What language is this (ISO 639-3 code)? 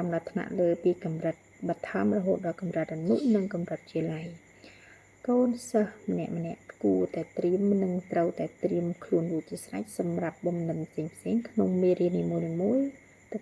khm